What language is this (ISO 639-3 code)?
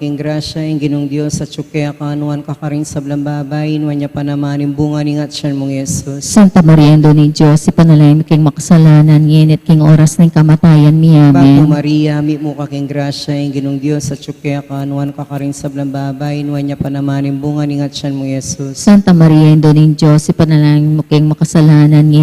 pam